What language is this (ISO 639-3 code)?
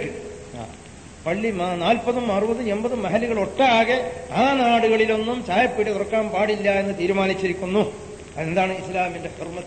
mal